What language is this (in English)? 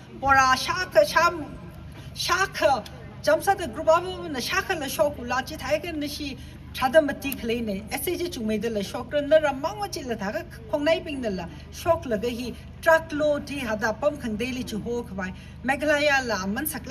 Tangkhul Naga (India)